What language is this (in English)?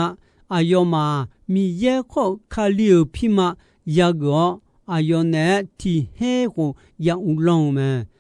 Akha